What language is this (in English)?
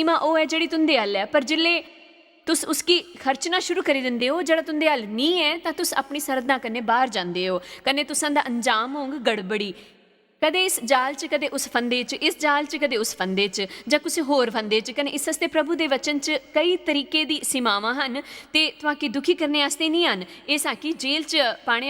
Dogri